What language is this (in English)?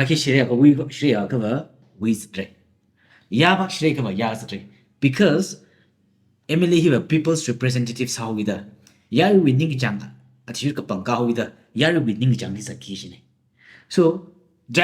Tangkhul Naga (India)